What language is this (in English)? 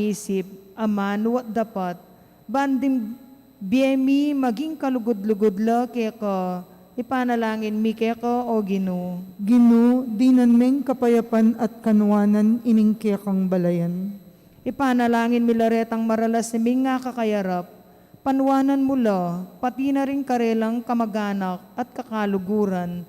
Pampanga